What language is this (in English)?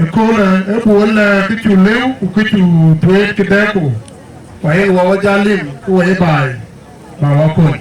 Dinka